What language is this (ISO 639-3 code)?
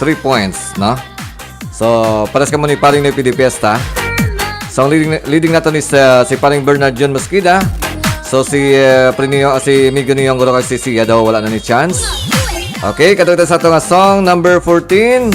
hil